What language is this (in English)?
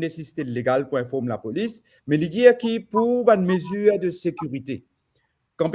Morisyen